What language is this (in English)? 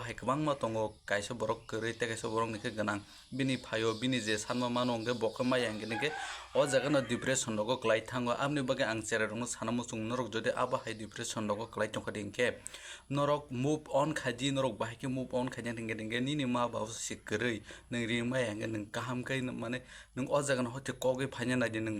Kok Borok